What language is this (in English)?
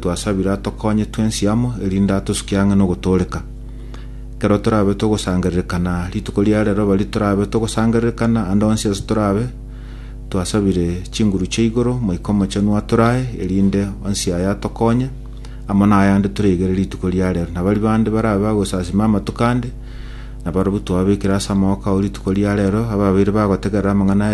Gusii